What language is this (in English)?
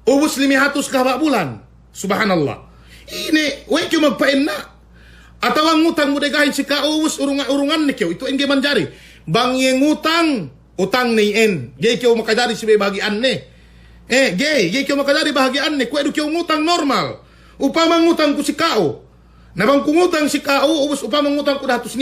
Yakan